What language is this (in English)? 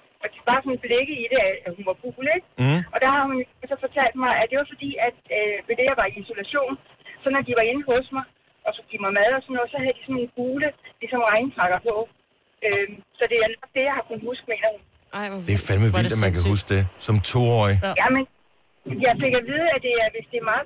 Danish